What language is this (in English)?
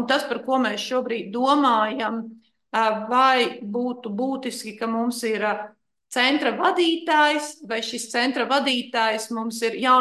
Latvian